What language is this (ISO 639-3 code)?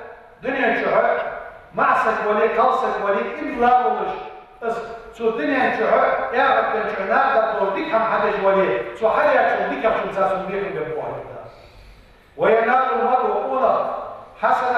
inh